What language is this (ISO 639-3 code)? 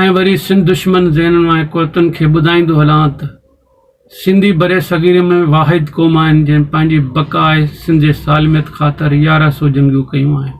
snd